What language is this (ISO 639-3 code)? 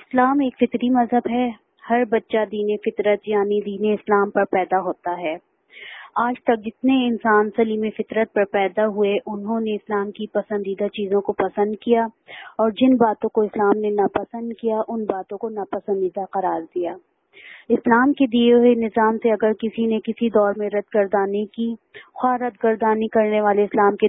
urd